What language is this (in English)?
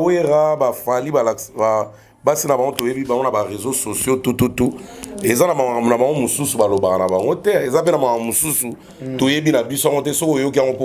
Lingala